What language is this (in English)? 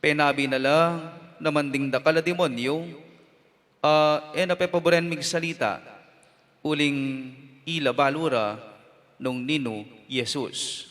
Pampanga